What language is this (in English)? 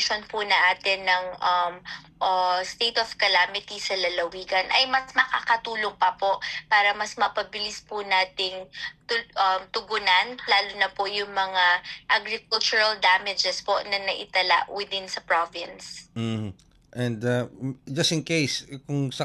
Filipino